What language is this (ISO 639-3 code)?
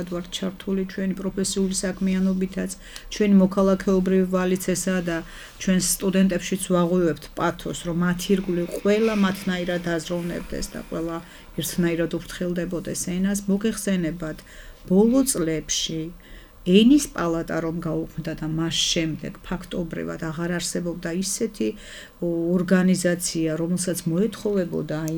kat